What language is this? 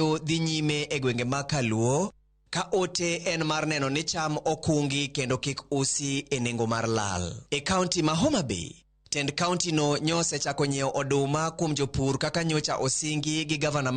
Luo (Kenya and Tanzania)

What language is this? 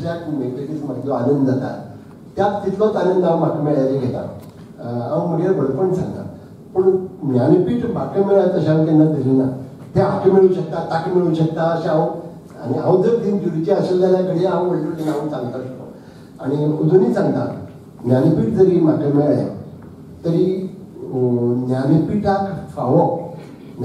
Konkani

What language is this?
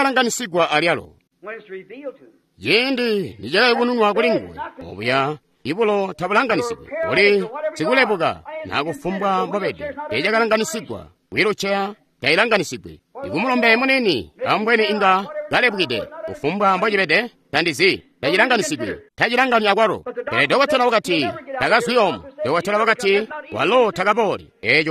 Tonga (Zambia)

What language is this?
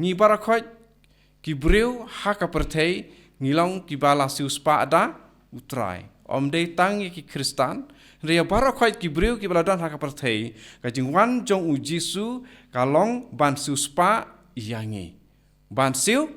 Khasi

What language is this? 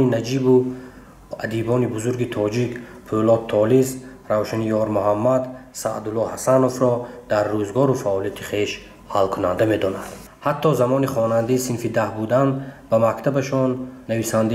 Tajik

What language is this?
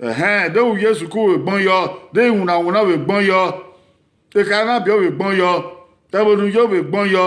Bini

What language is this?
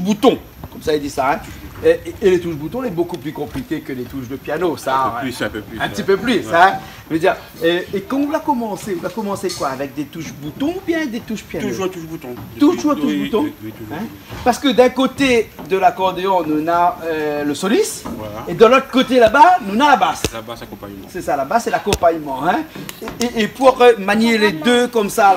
Réunion Creole French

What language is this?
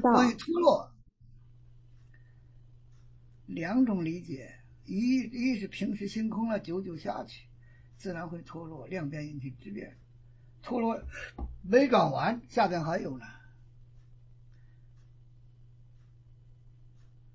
Chinese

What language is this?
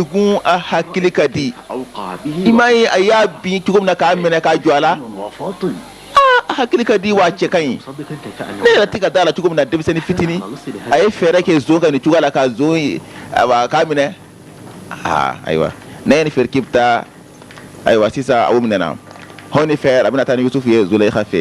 Bambara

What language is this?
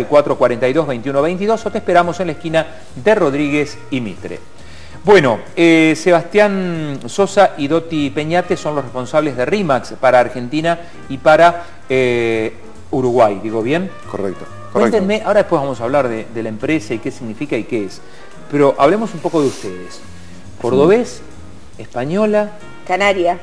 Spanish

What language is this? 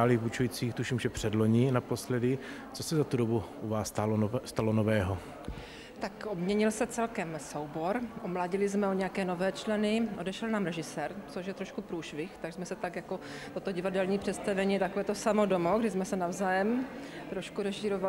Czech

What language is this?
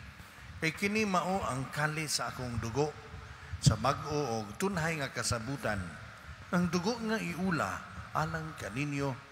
Cebuano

